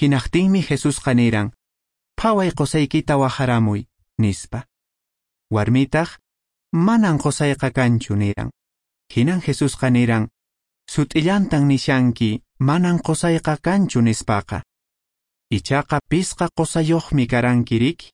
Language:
Quechua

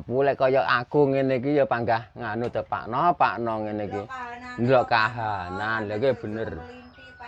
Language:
Javanese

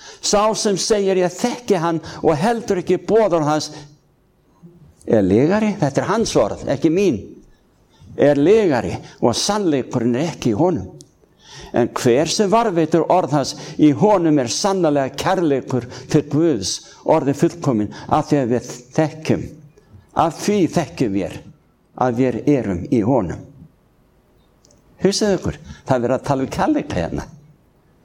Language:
Icelandic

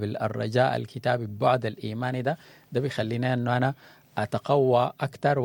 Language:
Sudanese Arabic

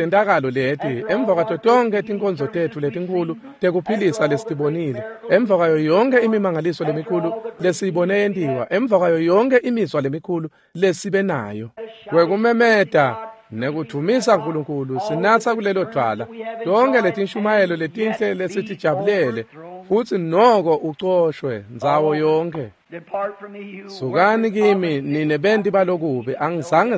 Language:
Swati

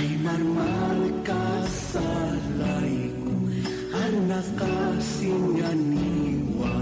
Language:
Aymara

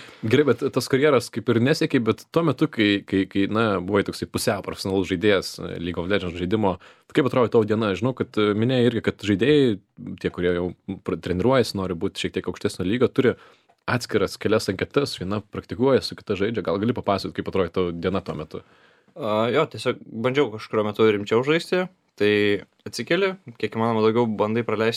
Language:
Lithuanian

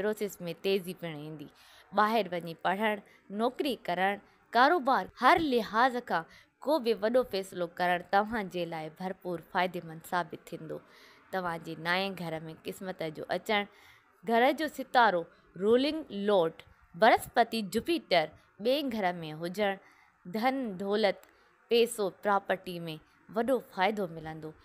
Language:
Sindhi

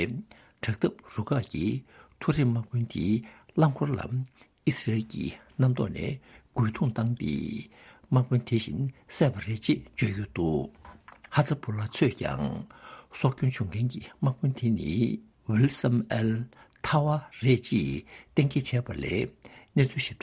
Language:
Tibetan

